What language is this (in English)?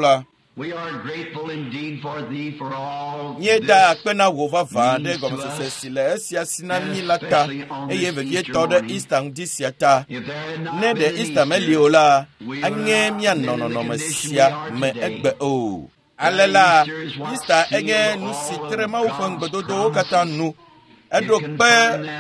Ewe